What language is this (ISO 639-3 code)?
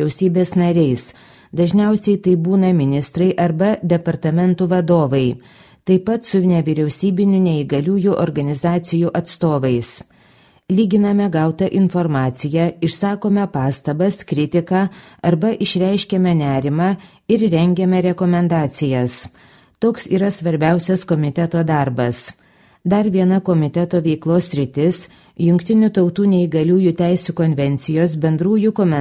lit